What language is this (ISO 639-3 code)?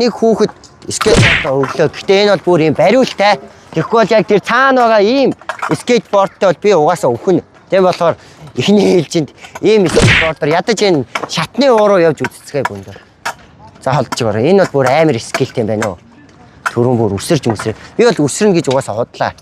mon